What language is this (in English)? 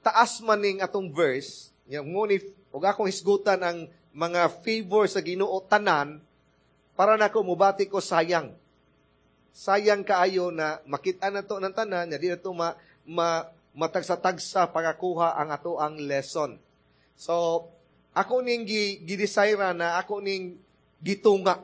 Cebuano